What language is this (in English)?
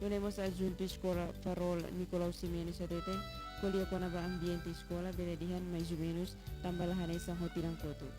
Tetum